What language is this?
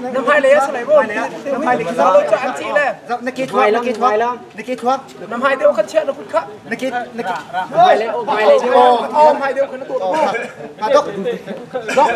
Hakha Chin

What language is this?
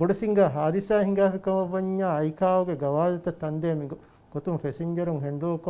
Divehi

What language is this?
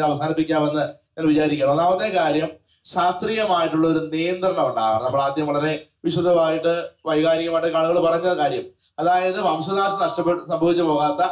Malayalam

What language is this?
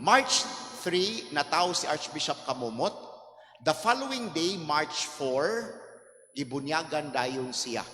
Cebuano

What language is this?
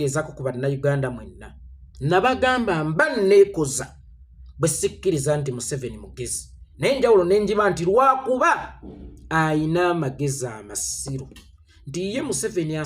Ganda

